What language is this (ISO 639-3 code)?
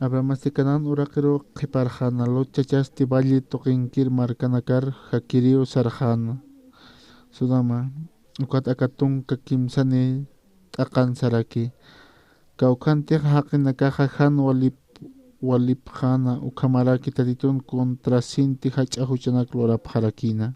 aym